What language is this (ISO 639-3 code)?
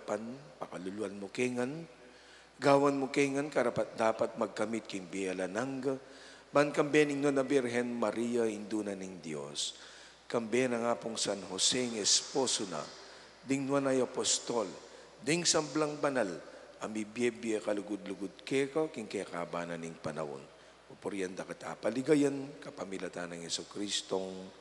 pam